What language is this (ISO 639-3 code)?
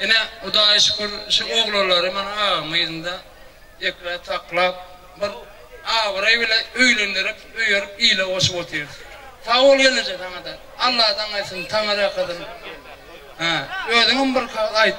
tuk